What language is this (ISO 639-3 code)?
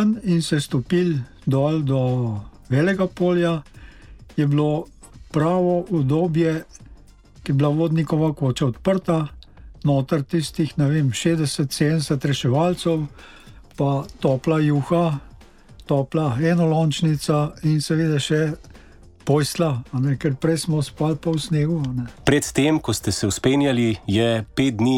slv